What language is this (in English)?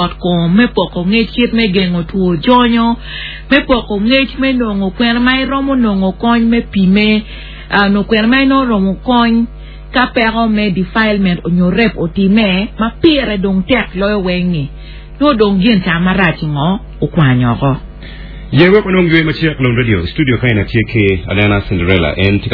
Acoli